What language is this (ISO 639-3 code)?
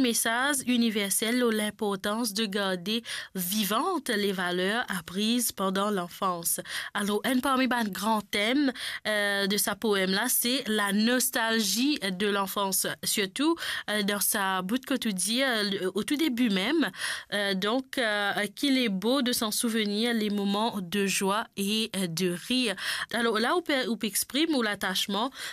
mfe